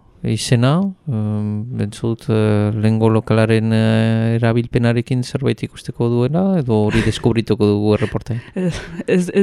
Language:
Basque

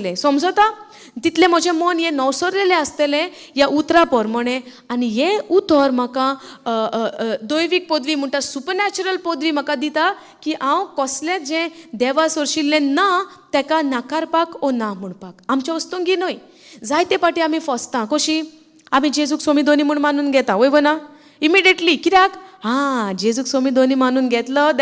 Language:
Konkani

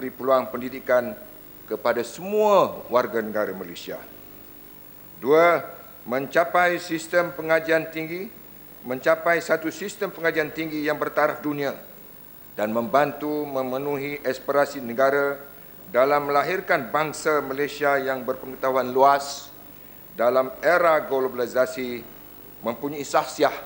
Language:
Malay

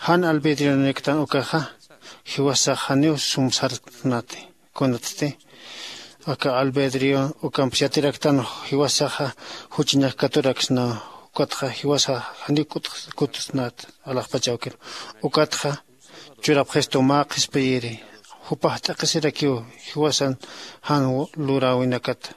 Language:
Aymara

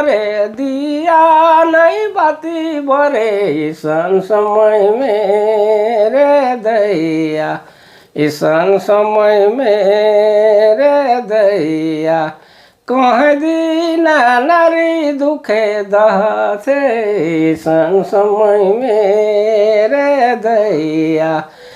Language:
Sadri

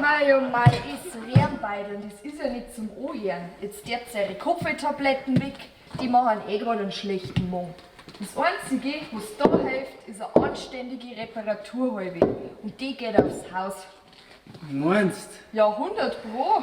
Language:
Bavarian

